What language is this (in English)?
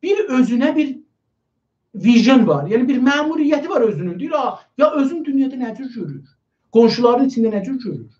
South Azerbaijani